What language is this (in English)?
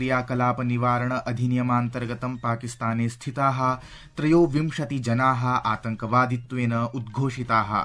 Sanskrit